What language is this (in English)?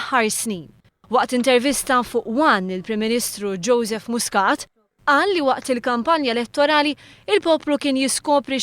Maltese